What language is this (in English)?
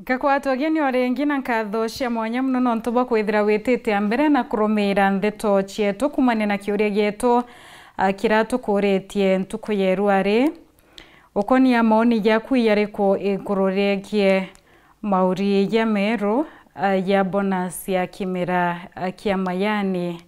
Meru